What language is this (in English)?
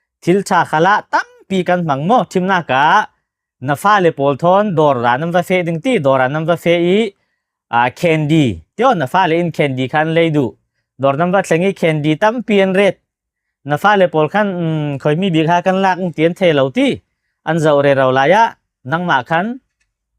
Falam Chin